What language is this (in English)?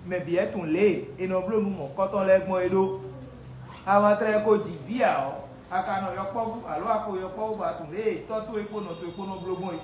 Fon